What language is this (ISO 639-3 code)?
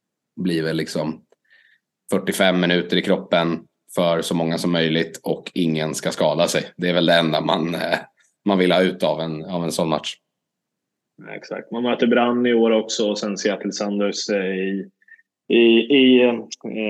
swe